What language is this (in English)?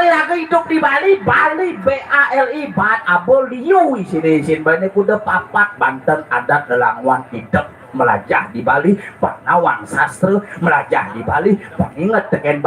Balinese